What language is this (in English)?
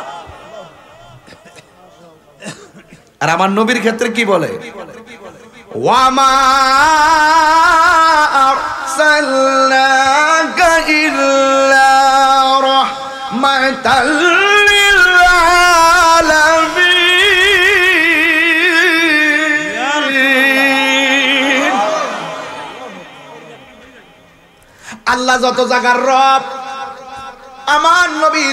Bangla